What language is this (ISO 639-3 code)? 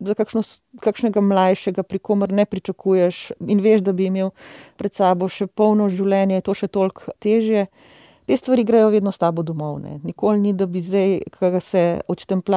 slv